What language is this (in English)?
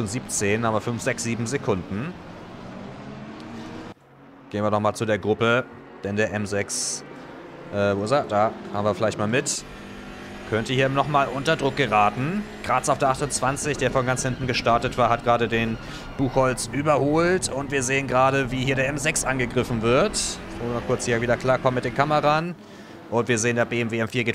German